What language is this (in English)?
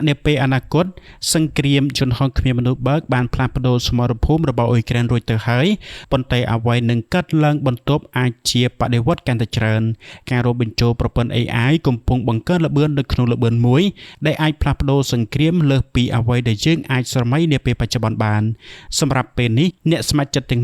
Khmer